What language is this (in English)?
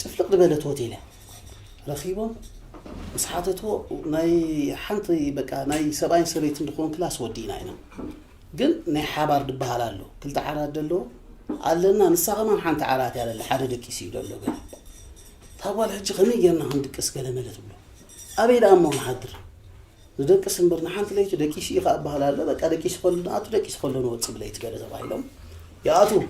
Tigrinya